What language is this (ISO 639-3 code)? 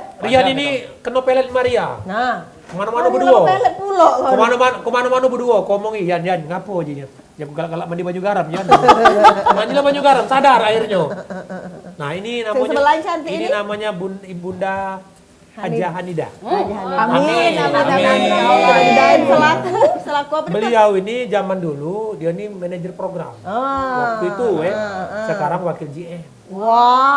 mui